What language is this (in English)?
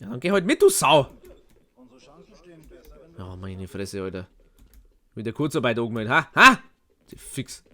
Bavarian